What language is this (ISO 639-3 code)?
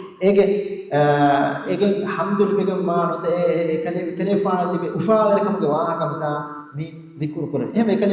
div